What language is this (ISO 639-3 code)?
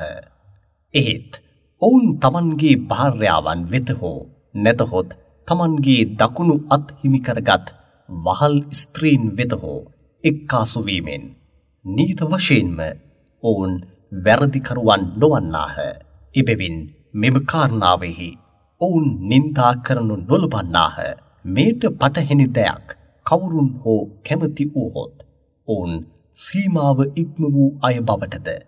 sin